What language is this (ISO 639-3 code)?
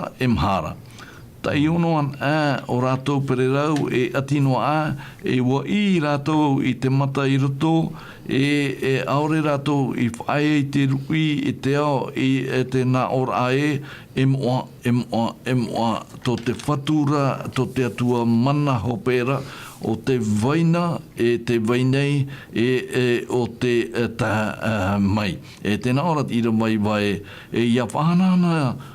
tah